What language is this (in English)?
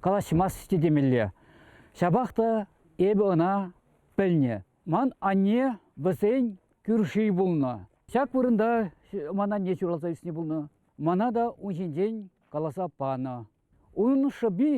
Chuvash